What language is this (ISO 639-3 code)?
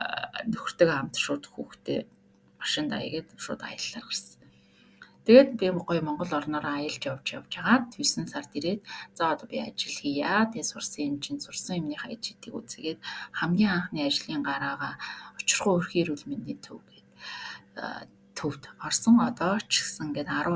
mon